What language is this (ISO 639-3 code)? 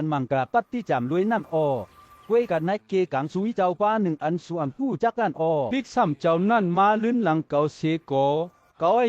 shn